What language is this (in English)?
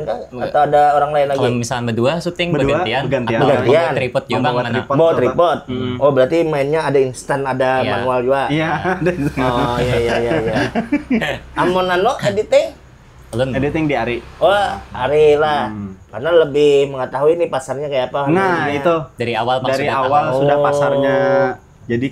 Banjar